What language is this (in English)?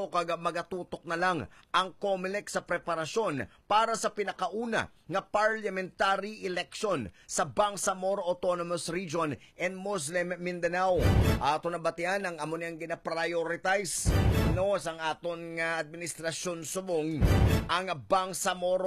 Hiligaynon